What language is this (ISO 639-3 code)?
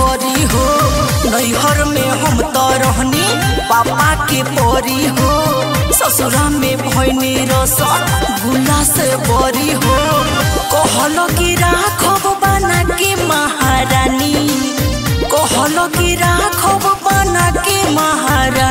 bho